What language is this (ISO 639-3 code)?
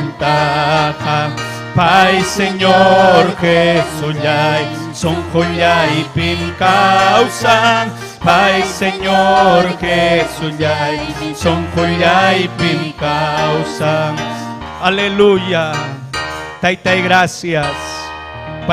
quy